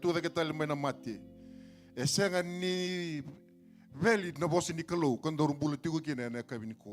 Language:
Fijian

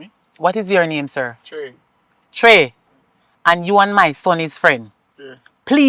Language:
Jamaican Creole English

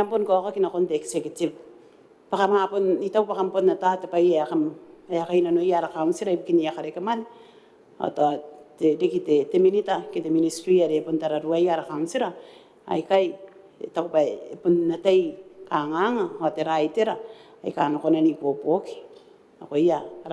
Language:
Gilbertese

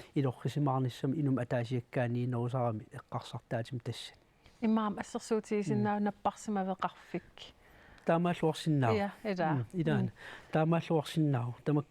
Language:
Kalaallisut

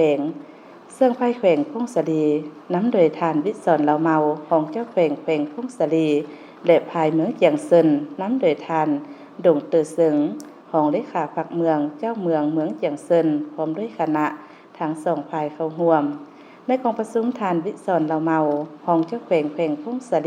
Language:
Lao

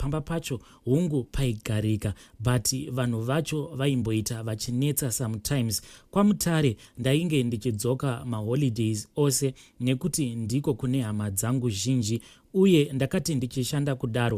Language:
Shona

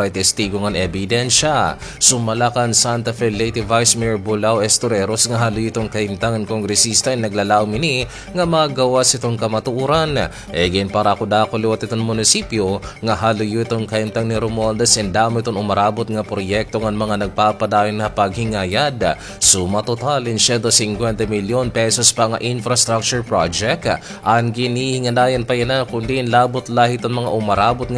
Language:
Waray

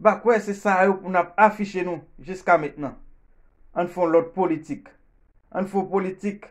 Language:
Haitian Creole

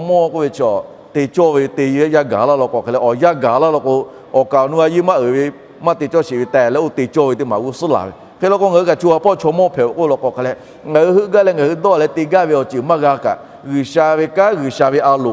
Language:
Lahu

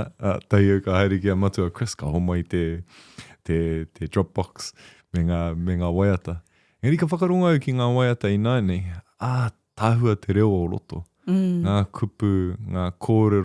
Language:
Māori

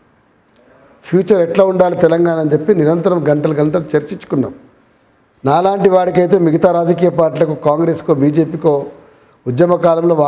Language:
Telugu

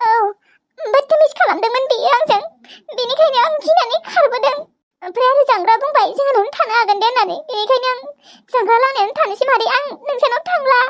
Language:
Bodo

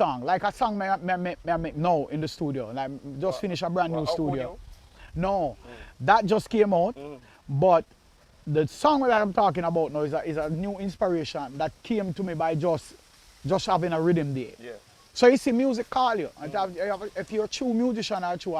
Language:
Jamaican Creole English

